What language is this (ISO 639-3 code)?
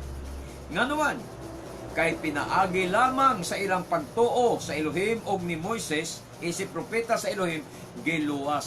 ceb